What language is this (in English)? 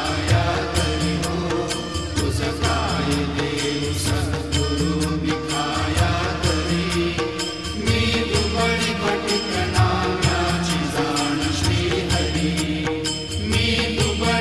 Marathi